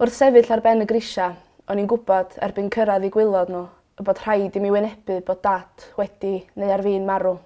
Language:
Welsh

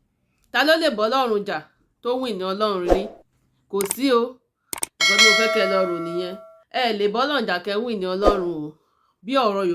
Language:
Yoruba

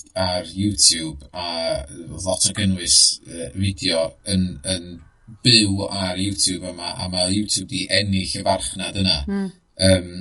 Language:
Welsh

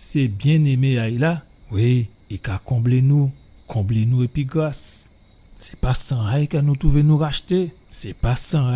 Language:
Guadeloupean Creole French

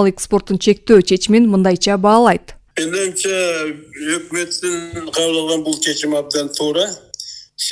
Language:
Kyrgyz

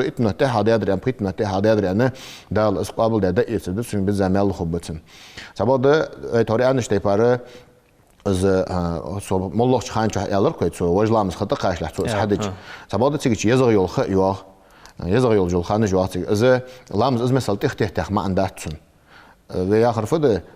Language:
Ingush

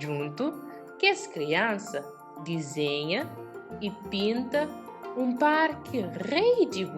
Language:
Kabuverdianu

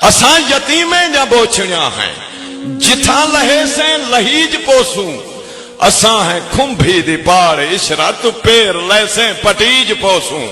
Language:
Saraiki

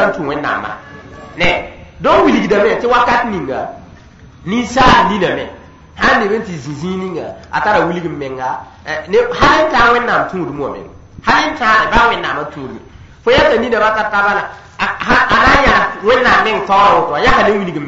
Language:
Mossi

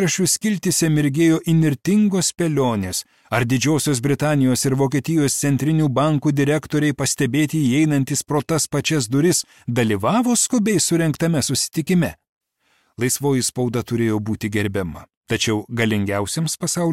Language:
Lithuanian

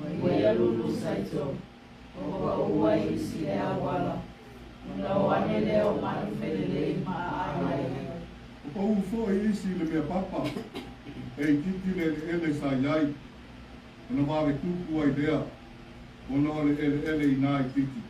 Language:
Samoan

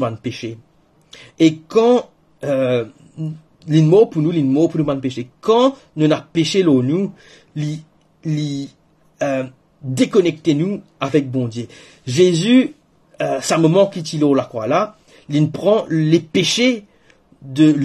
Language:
Morisyen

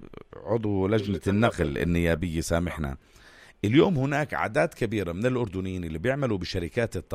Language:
North Levantine Arabic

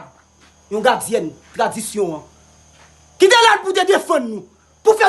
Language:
Haitian Creole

